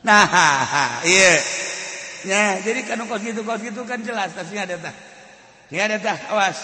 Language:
Sundanese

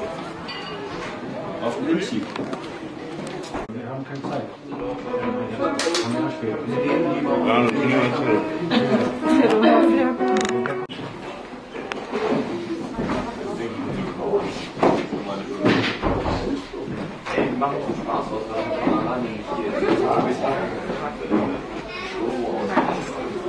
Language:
Danish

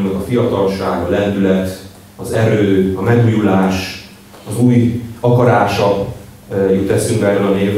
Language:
Hungarian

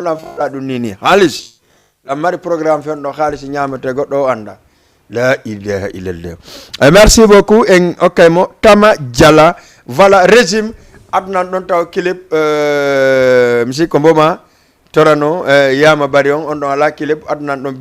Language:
Fula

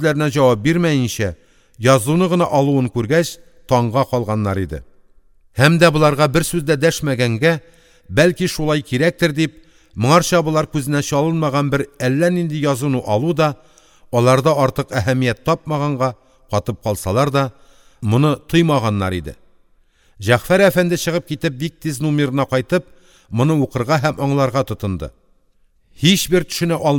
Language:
Tatar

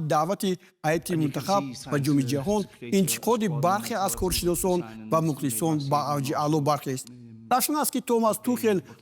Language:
Tajik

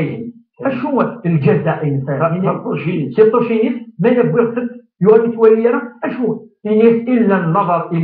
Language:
Kabyle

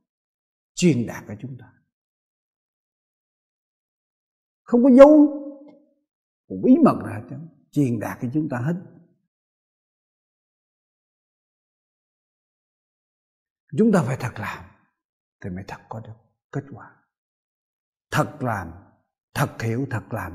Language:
Vietnamese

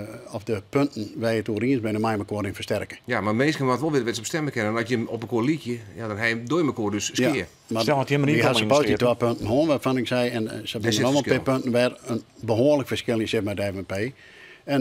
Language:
Western Frisian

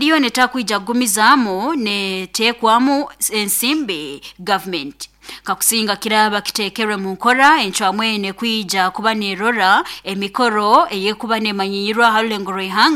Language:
Nyoro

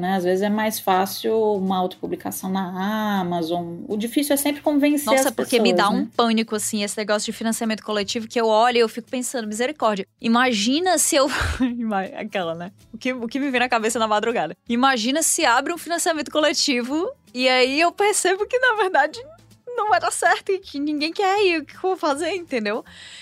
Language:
Portuguese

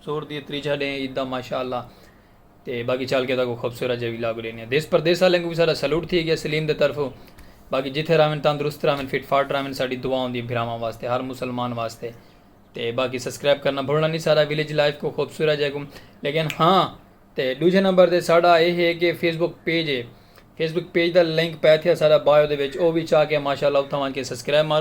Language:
Saraiki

